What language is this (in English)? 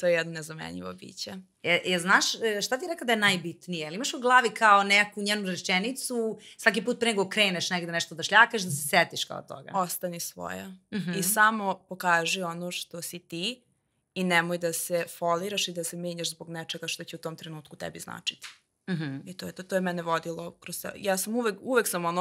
Serbian